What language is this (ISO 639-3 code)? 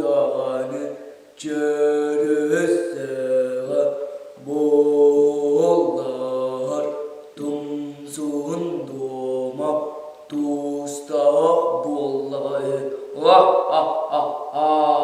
sah